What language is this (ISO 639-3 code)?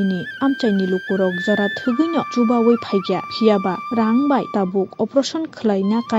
trp